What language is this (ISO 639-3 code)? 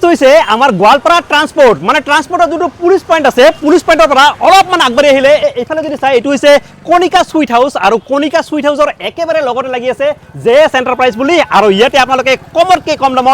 asm